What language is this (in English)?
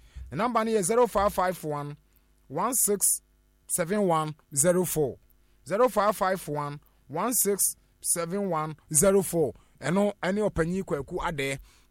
Akan